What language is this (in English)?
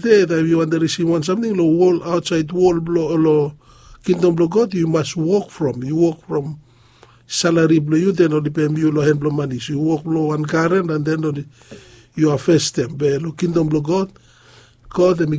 Bislama